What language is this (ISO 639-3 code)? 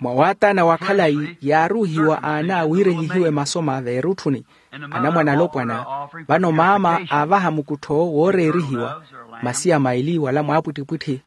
vmw